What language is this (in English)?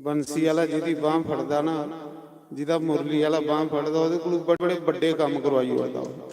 Dogri